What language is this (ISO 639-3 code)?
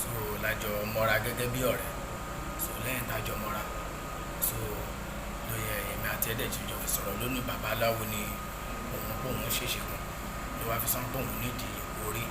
yor